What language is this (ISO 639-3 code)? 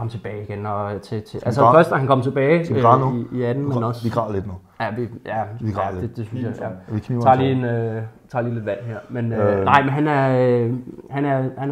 dan